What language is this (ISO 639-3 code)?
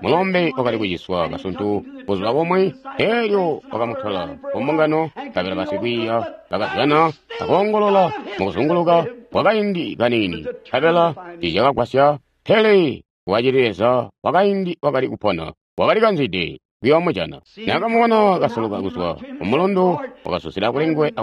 toi